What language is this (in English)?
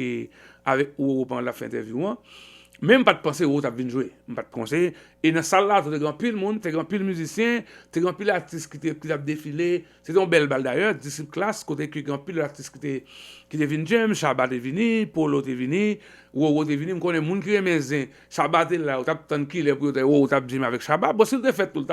Haitian Creole